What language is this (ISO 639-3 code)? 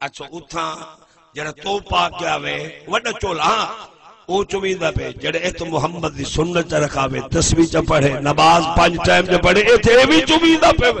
skr